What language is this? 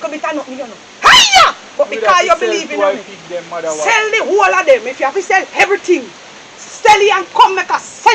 Jamaican Creole English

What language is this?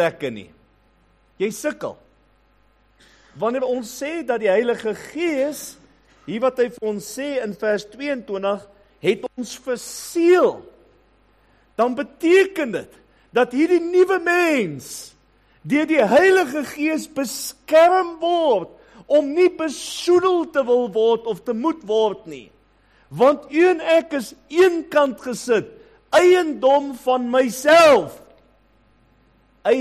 Afrikaans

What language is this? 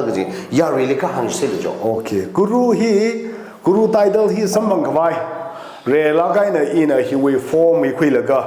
Tangkhul Naga (India)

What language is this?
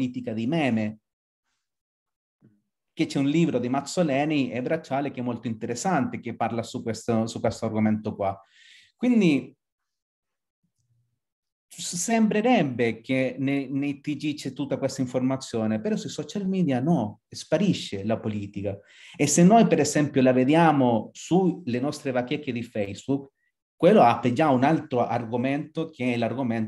Italian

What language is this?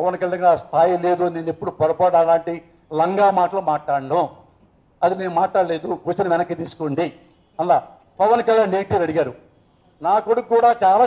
Telugu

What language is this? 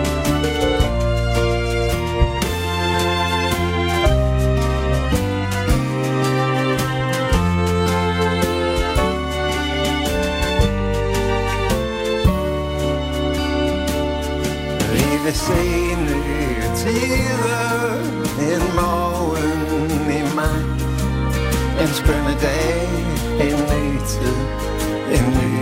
Danish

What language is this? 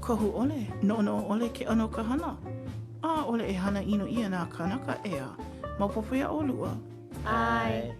Hawaiian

